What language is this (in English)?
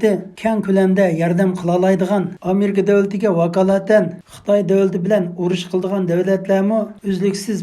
Uyghur